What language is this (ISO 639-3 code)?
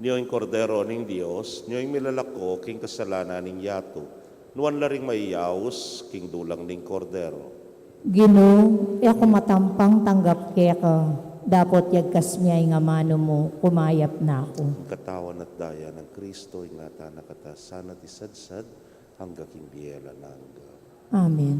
pam